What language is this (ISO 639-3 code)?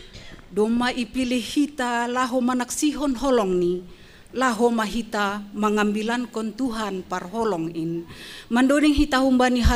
bts